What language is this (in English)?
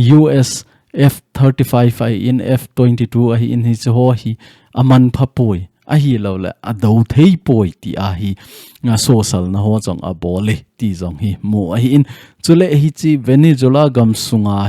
Thado Chin